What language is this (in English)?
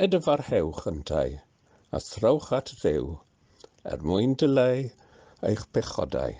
Welsh